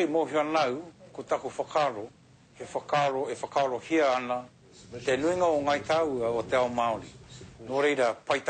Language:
Māori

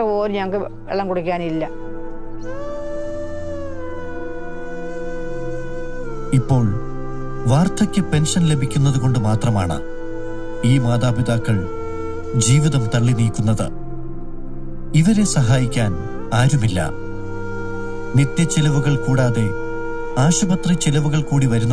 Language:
Malayalam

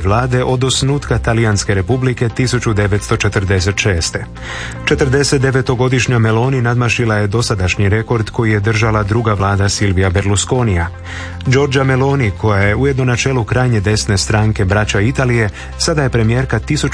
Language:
Croatian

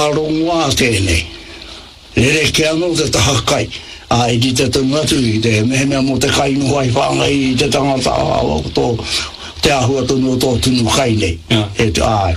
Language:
Māori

